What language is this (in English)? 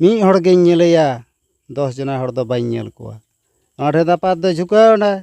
Santali